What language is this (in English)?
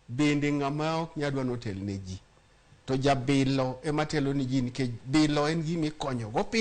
Luo (Kenya and Tanzania)